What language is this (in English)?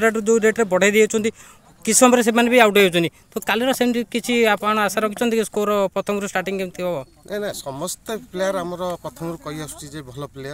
Odia